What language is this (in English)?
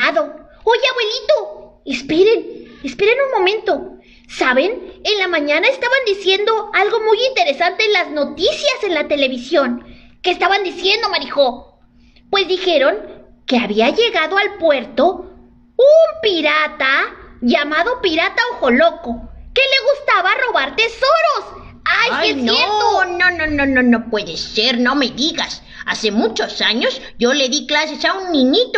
Spanish